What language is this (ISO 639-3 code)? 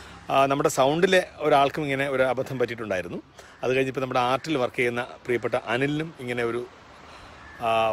mal